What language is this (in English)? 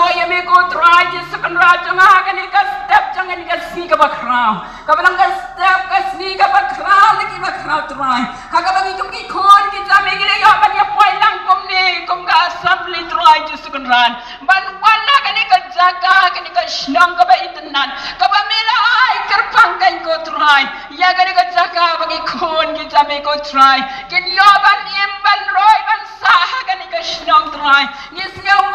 Khasi